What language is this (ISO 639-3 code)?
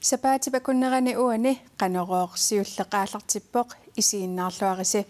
kal